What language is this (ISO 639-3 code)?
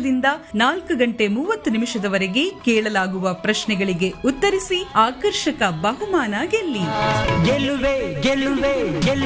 kan